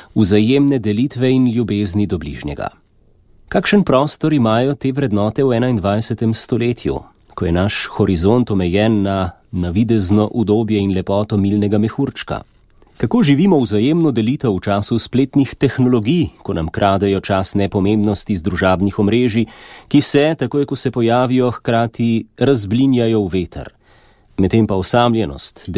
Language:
Slovenian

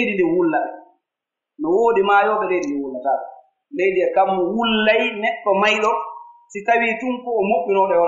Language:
Pular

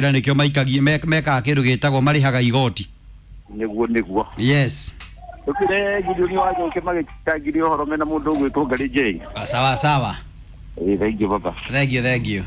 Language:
Kikuyu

